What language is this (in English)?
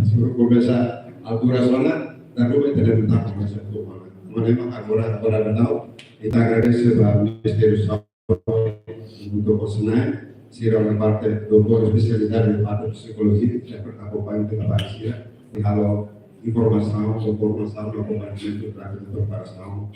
Tetum